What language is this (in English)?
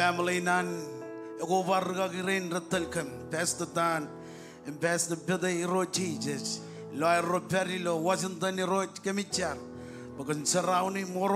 Marshallese